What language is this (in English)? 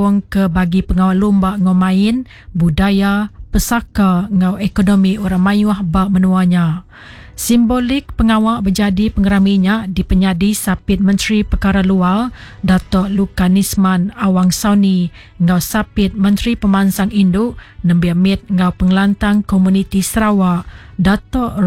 Iban